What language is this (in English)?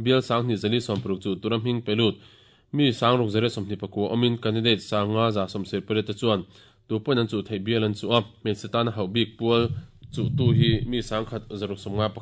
Mizo